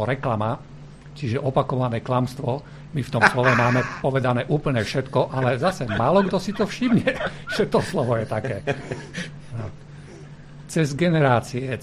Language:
Slovak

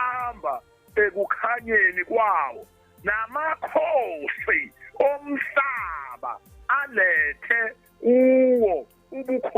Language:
Zulu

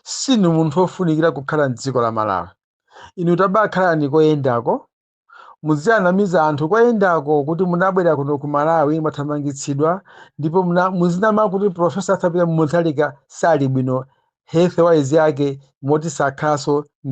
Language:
Nyanja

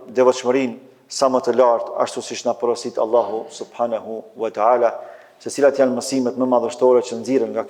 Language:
Albanian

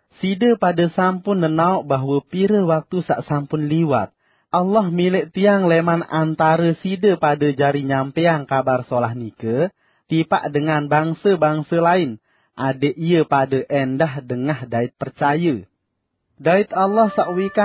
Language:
Sasak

